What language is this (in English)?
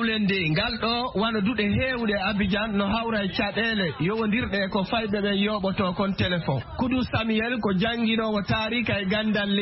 Fula